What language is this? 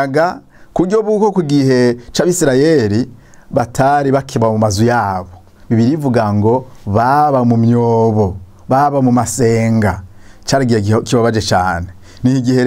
Rundi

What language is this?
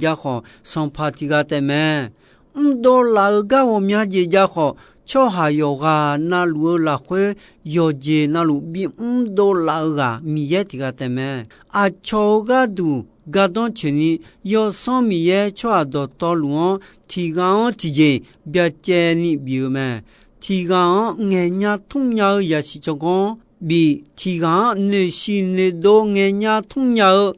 Akha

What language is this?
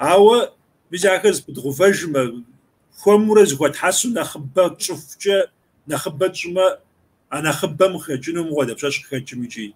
Kabardian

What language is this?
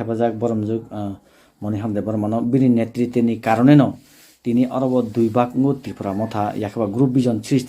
Kok Borok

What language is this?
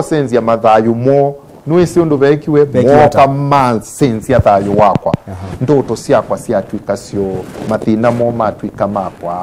Kamba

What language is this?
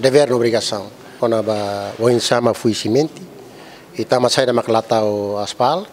Tetum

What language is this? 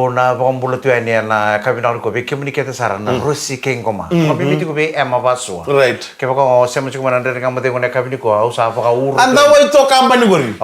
Fijian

